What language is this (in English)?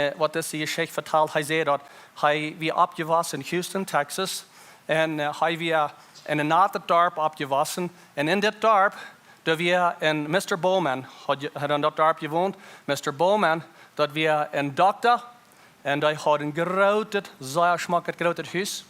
Plautdietsch